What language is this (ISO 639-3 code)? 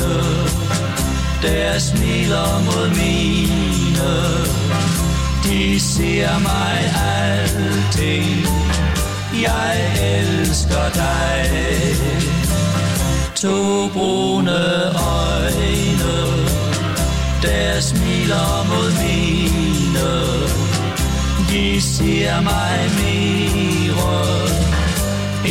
dan